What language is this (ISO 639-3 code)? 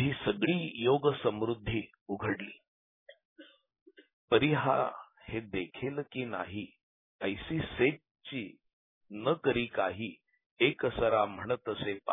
mar